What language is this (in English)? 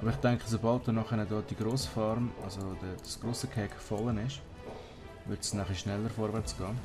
Swiss German